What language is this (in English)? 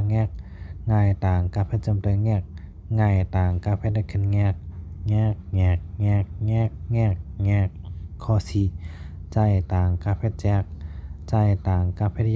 Shan